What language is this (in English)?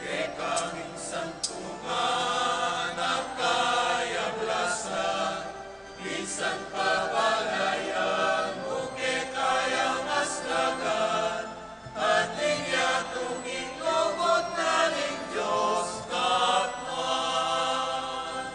Pampanga